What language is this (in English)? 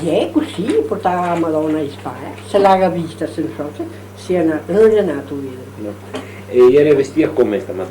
Venetian